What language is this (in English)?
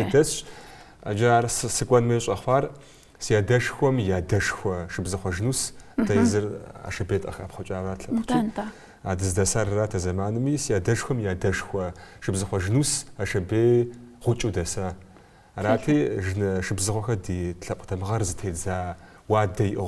Kabardian